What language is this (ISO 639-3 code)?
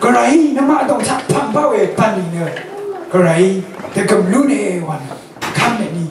raw